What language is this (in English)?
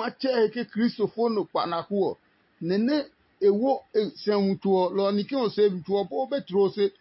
Adangme